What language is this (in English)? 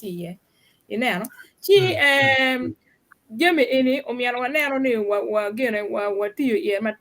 Acoli